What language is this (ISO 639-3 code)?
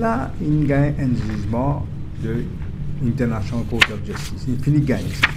mfe